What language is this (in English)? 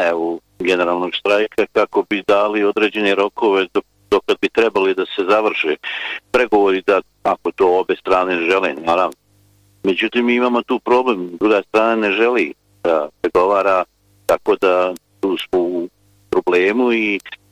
Bosnian